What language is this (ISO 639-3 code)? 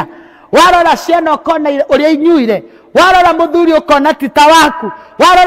kik